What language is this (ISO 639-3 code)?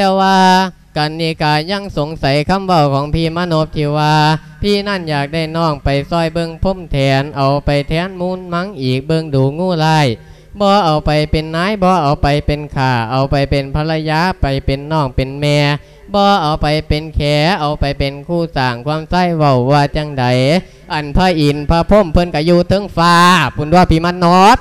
lao